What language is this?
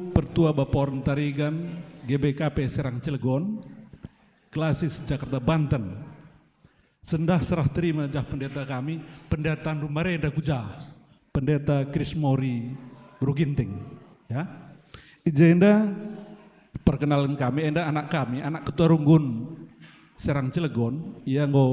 Batak Karo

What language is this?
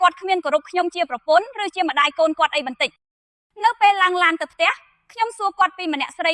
Khmer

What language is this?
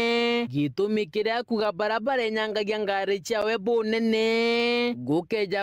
Meru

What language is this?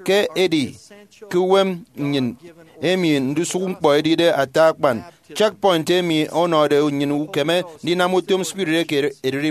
Efik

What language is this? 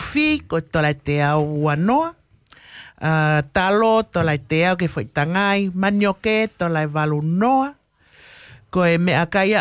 Tongan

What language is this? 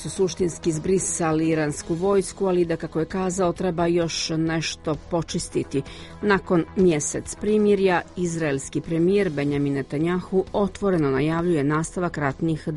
Bosnian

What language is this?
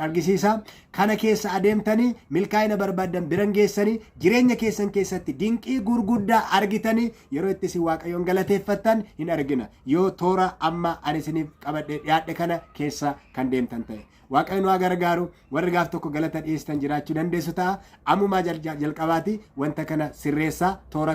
Oromo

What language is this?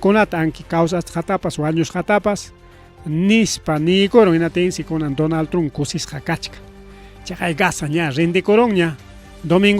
Ayacucho Quechua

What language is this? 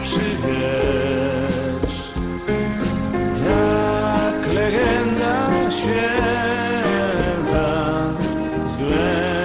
Polish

